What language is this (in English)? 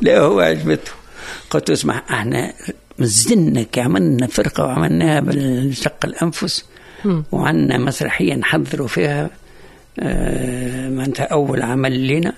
Tunisian Arabic